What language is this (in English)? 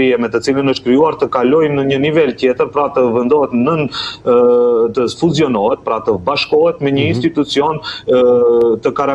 Albanian